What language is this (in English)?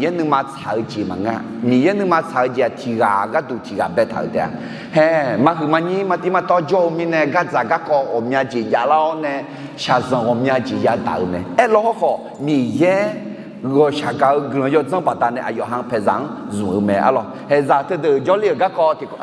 Akha